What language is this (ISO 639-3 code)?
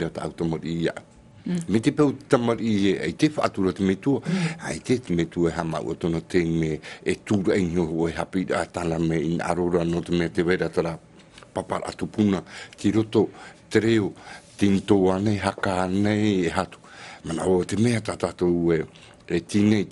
tah